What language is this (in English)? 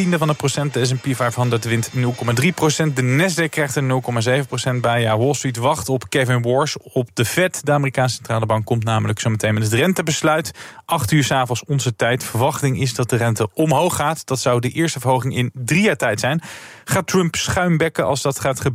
Dutch